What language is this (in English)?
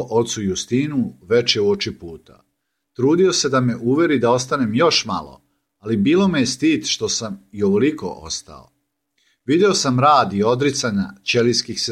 Serbian